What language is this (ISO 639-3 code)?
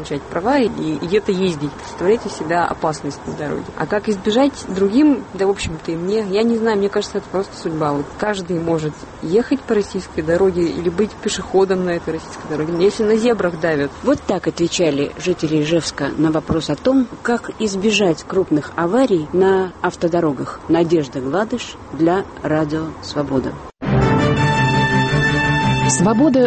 rus